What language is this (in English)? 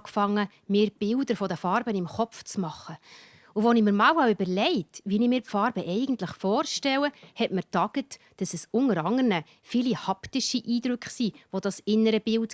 Swiss German